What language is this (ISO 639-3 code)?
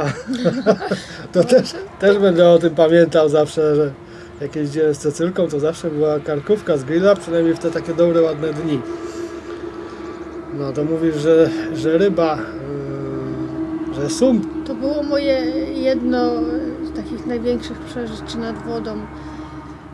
pol